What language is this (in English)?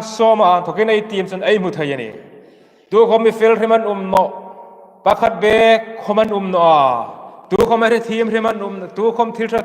Hmar